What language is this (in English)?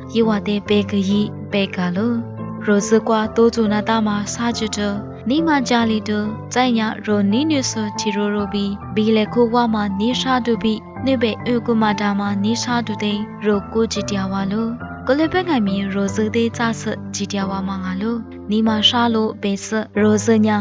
Lisu